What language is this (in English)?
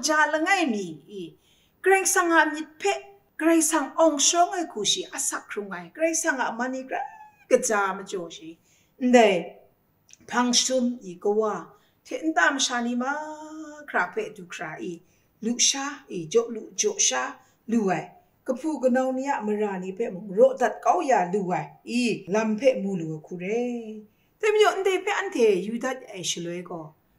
Kachin